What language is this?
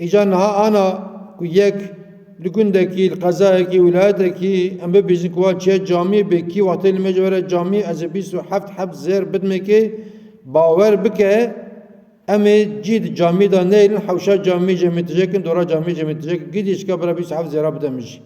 Kurdish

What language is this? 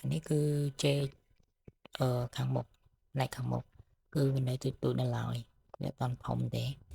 Khmer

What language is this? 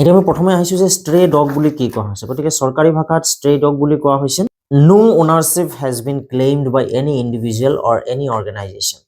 Assamese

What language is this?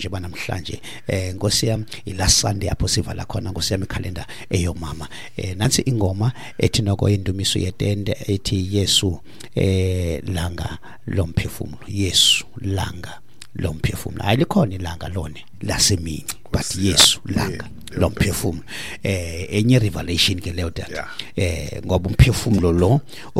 Xhosa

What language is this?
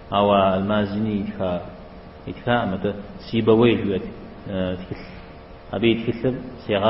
Kabardian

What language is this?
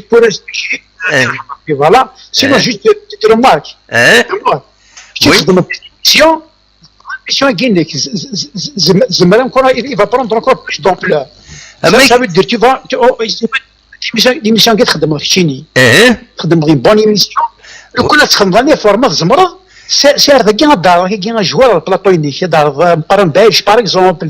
Kabyle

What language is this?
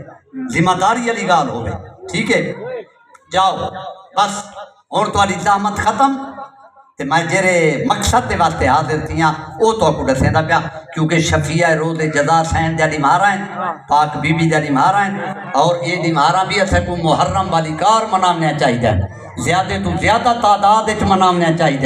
Saraiki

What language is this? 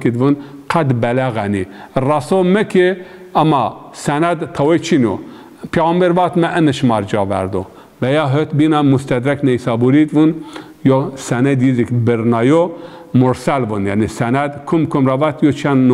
Zaza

